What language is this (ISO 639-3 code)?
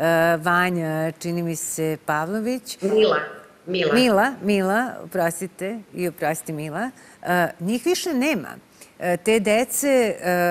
srp